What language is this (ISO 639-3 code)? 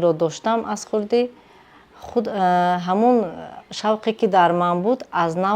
tgk